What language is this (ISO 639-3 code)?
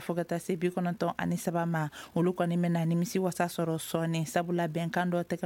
bam